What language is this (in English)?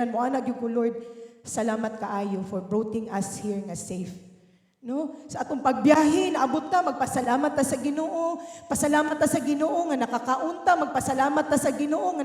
Cebuano